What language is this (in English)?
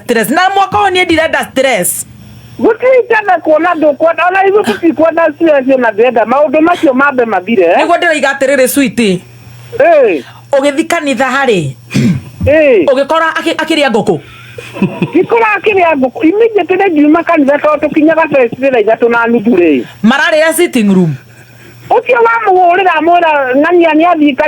Kikuyu